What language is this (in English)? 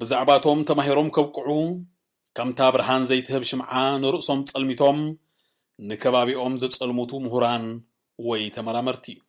Tigrinya